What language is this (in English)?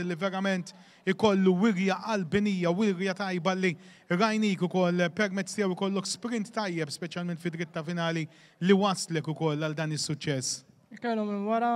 Maltese